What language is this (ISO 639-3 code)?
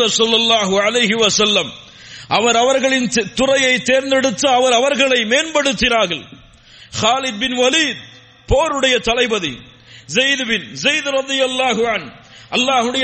tam